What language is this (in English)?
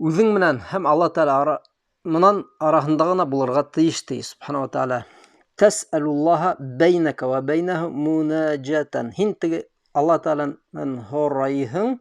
Bashkir